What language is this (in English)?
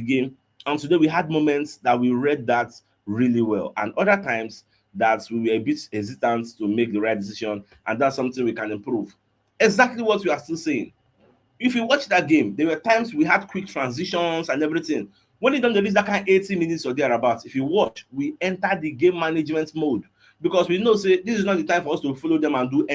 Nigerian Pidgin